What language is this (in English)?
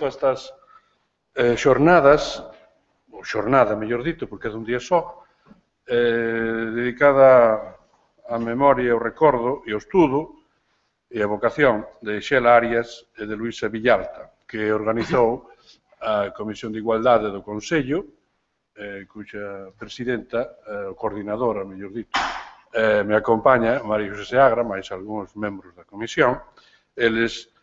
Galician